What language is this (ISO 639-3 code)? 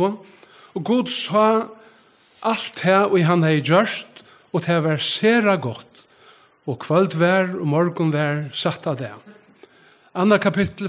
fao